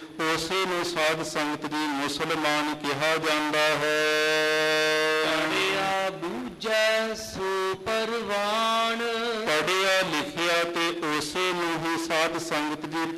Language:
Punjabi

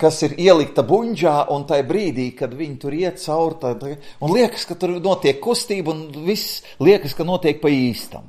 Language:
Latvian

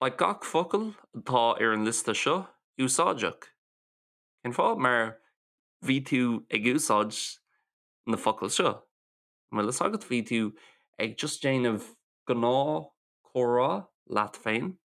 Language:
Irish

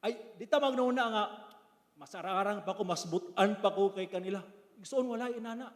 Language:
Cebuano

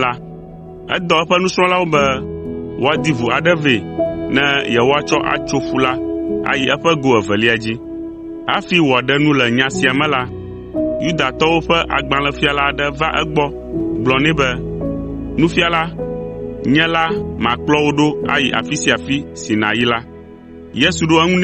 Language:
Ewe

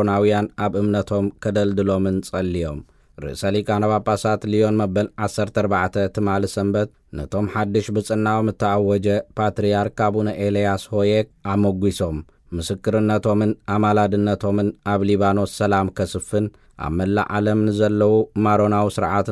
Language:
Tigrinya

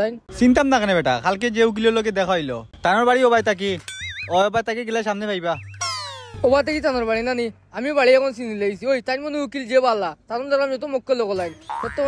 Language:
Sylheti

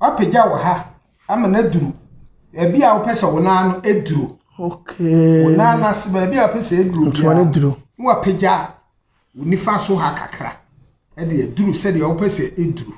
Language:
Akan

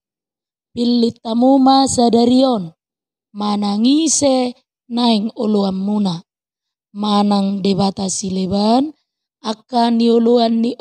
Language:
Batak Toba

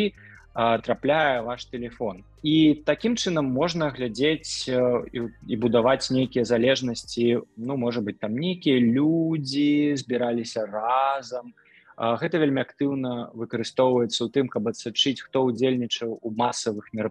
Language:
Belarusian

